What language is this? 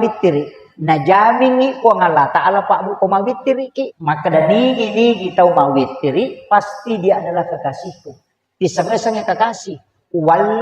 Buginese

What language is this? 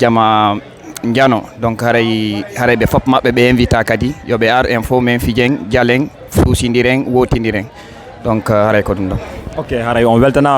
Fula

